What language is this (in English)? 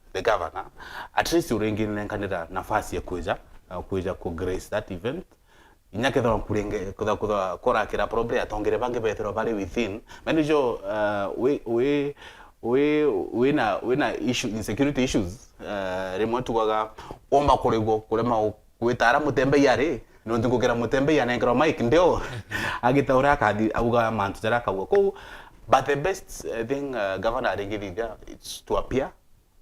Meru